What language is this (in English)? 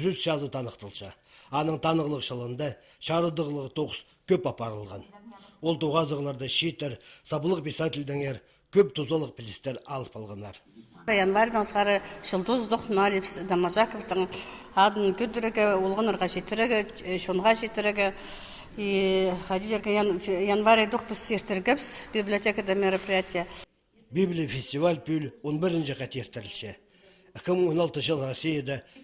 Khakas